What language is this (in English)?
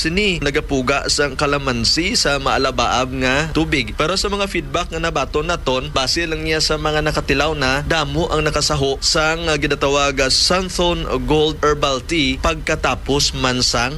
Hiligaynon